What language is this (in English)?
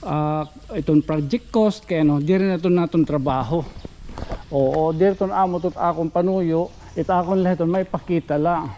Waray